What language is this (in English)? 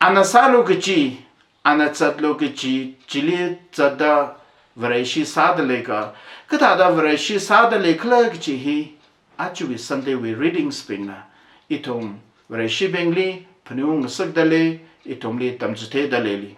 Tangkhul Naga (India)